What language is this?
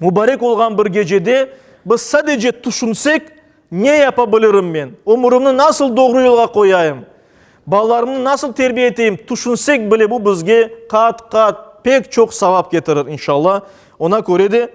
Crimean Tatar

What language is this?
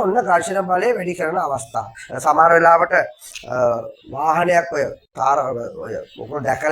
Sinhala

